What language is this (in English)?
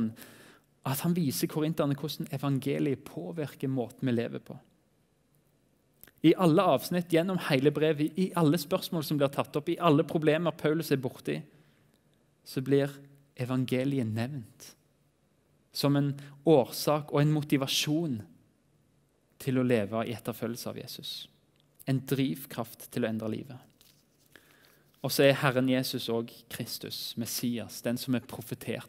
Norwegian